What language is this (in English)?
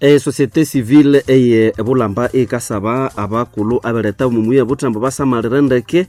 Nande